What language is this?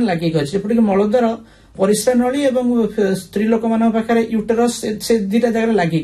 Odia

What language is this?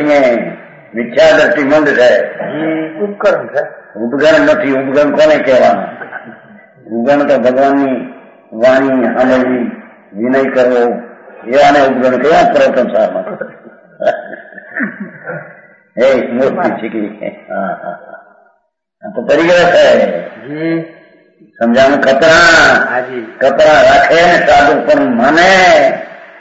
Gujarati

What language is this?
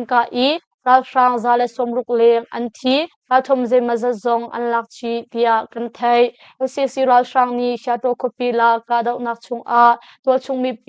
Hakha Chin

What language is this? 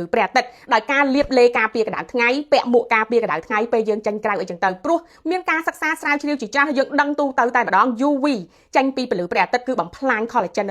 Khmer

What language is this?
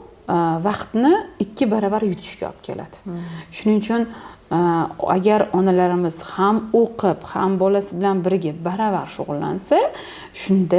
Uzbek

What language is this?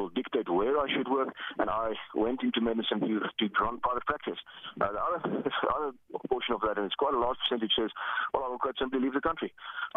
English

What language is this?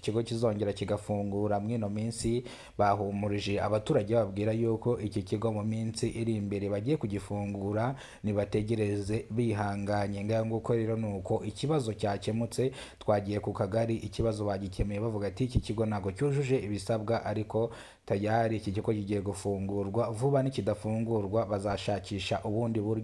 Kinyarwanda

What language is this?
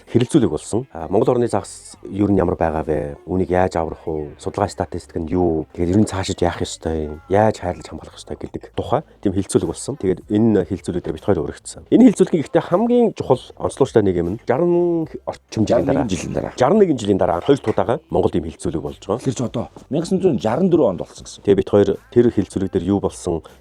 Mongolian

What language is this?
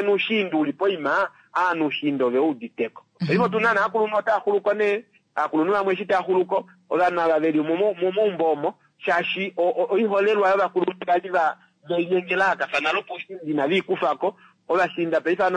Kuanyama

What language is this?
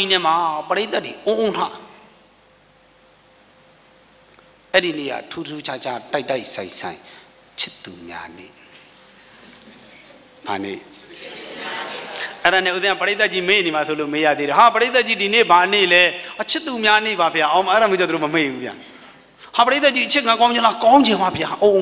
Burmese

